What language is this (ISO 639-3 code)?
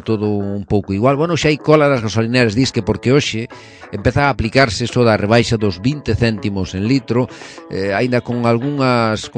glg